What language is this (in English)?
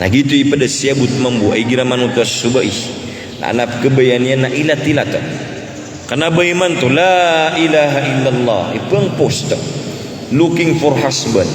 Maranao